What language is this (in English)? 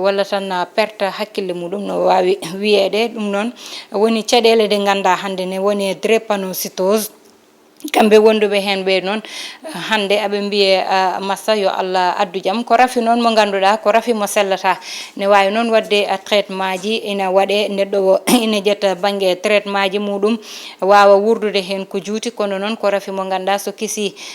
Fula